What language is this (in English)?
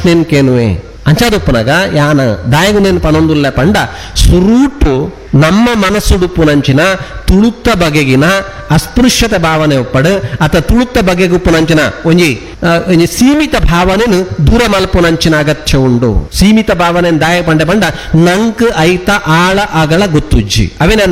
Tulu